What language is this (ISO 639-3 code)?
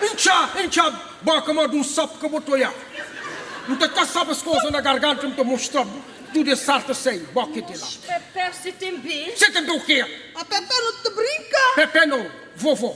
kea